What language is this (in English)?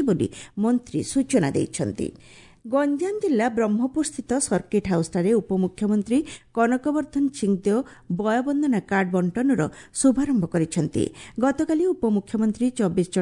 Odia